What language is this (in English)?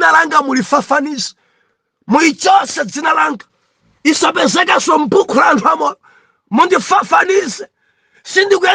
Nyanja